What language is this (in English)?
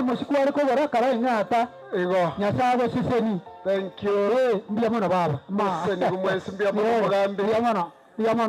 Gusii